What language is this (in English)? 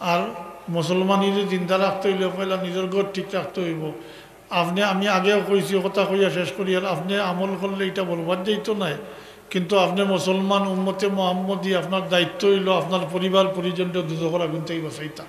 Sylheti